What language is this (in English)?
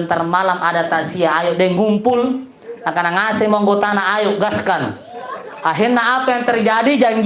Makasar